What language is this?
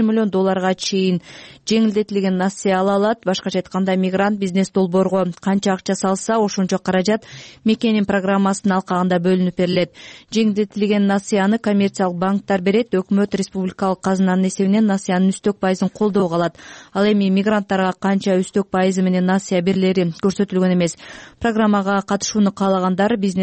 Kyrgyz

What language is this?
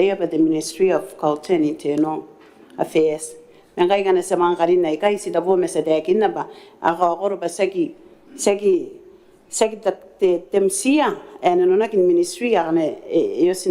Gilbertese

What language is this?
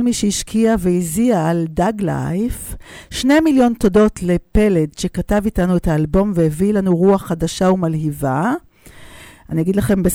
Hebrew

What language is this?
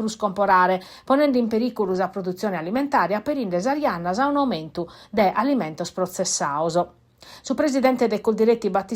Sardinian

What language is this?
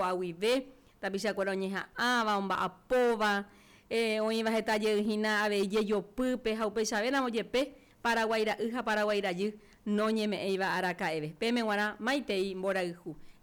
Guarani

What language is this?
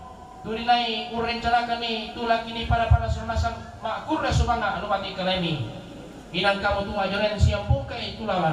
Toraja-Sa'dan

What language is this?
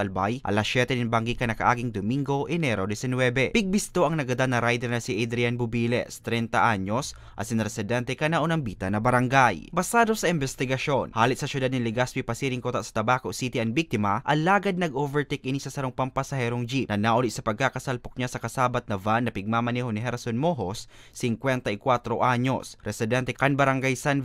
Bikol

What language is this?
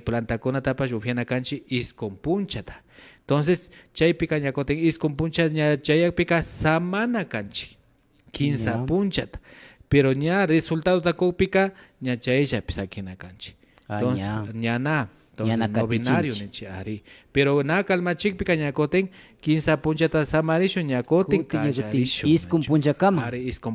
Imbabura Highland Quichua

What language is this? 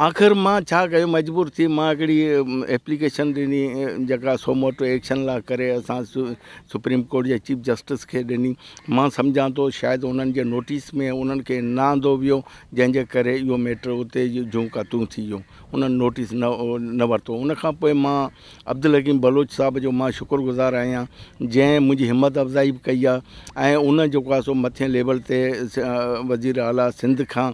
Sindhi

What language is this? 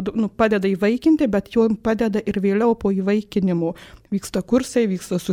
Lithuanian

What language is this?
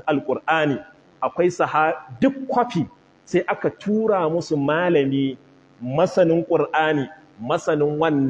Hausa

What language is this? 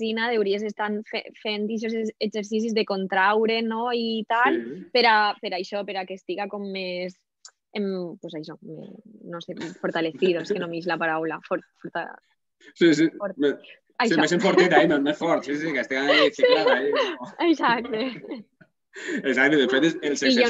Catalan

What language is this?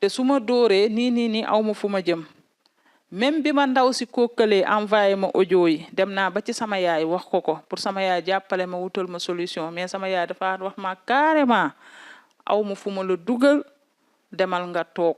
Wolof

